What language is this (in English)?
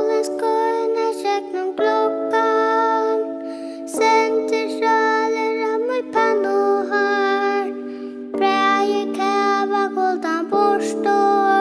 Faroese